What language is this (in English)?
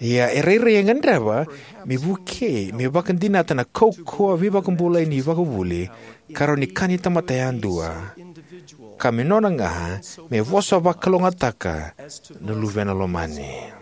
Fijian